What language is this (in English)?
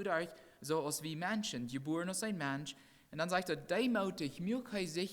Plautdietsch